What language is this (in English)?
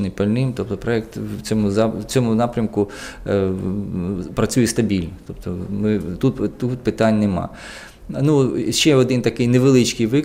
Ukrainian